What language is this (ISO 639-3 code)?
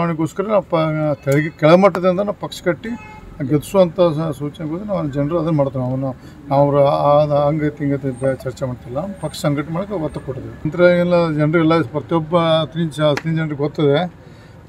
kan